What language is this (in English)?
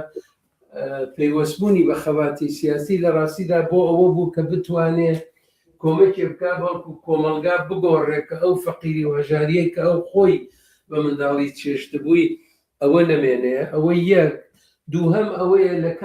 Central Kurdish